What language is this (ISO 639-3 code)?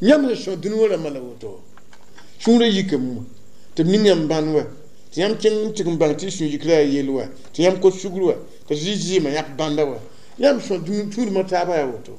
mos